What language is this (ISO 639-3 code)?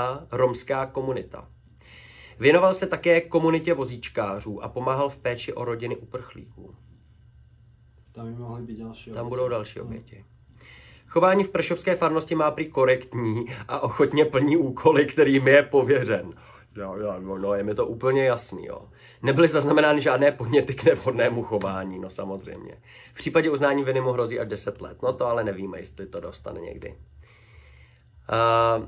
ces